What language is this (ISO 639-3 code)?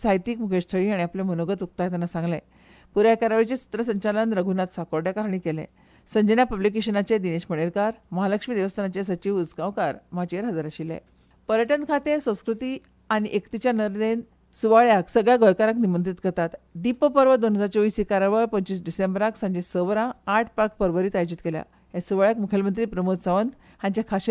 kok